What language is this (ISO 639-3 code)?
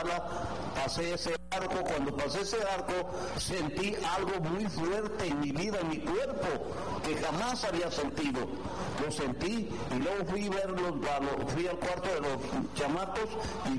spa